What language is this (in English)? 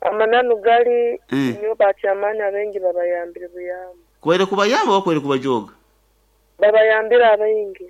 Nyankole